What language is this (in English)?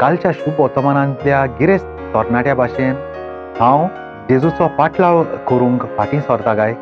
Konkani